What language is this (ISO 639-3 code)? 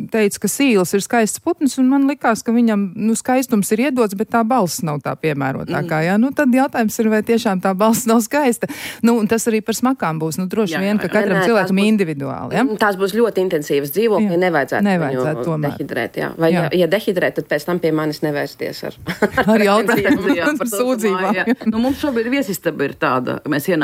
lav